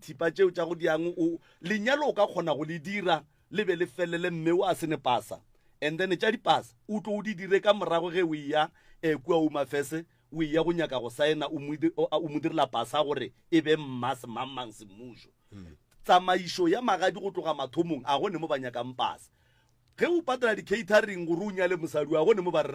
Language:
Northern Sotho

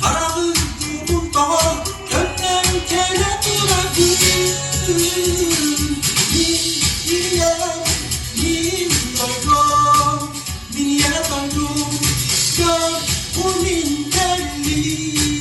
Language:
Yakut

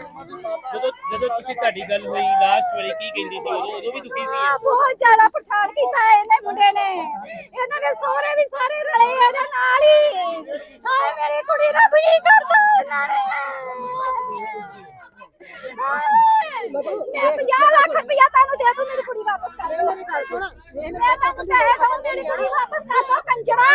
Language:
Punjabi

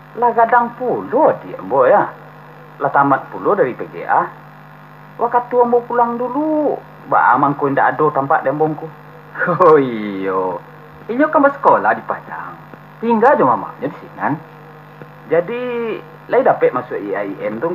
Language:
Minangkabau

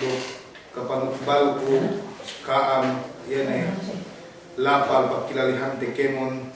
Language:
Yakan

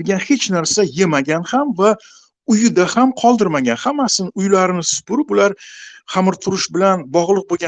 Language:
Uzbek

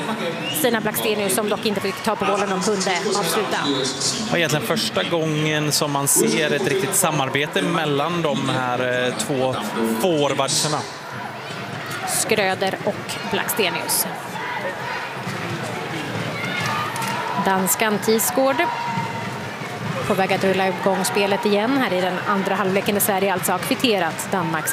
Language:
Swedish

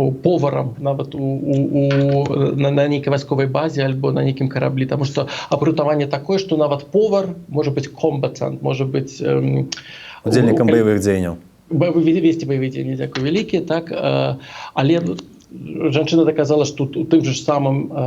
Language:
Belarusian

